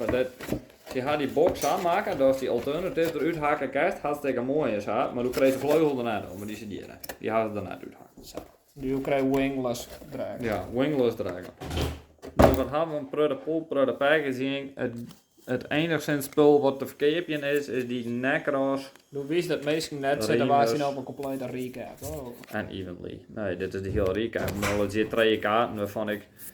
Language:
Western Frisian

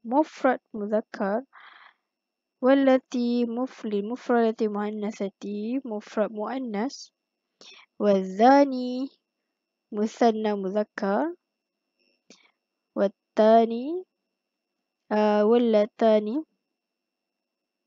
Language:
Malay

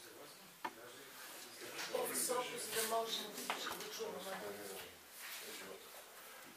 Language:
Bulgarian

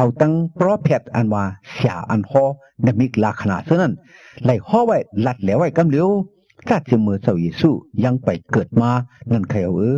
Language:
Shan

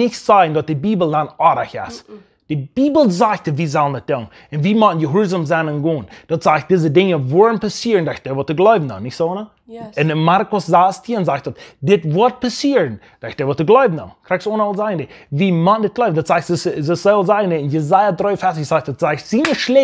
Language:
Plautdietsch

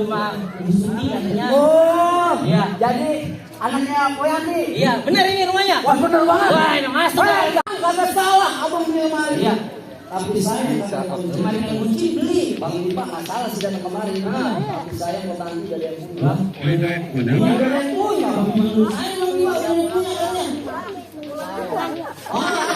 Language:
Betawi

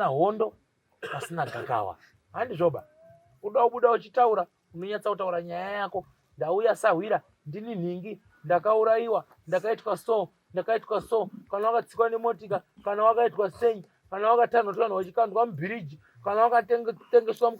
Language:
Shona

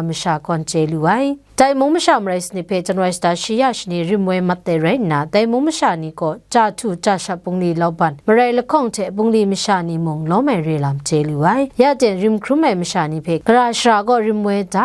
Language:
Kachin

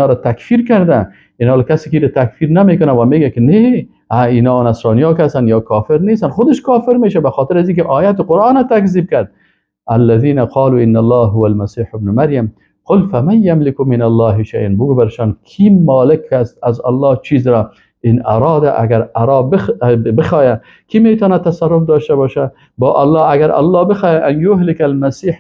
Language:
Persian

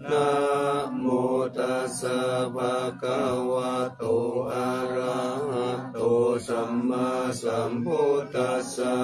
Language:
Pali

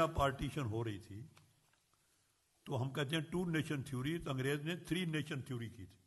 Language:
Hindi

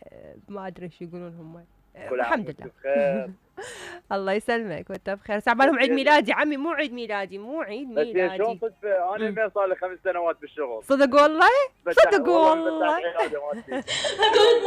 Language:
Mesopotamian Arabic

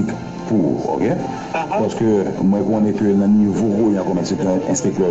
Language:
Haitian Creole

